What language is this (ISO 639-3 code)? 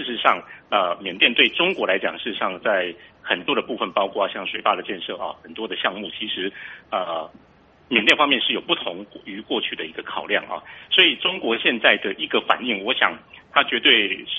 zho